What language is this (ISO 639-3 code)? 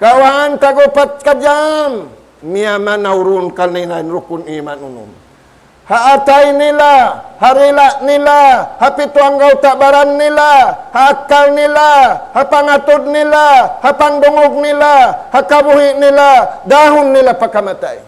tsg